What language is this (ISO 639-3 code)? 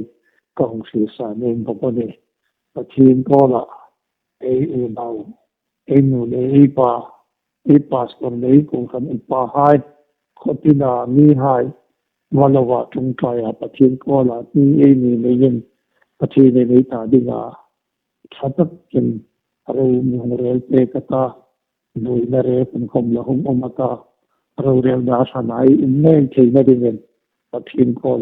hmr